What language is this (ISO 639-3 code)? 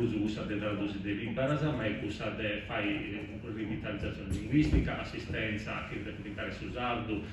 srd